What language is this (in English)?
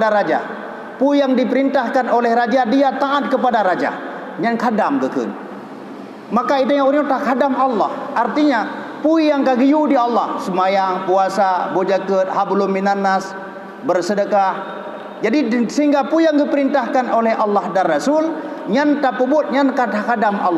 Achinese